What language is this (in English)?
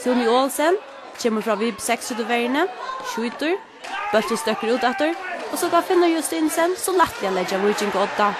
Faroese